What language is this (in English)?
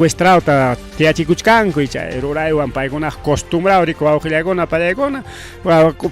Ayacucho Quechua